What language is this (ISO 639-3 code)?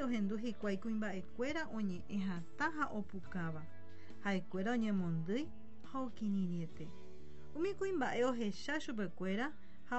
grn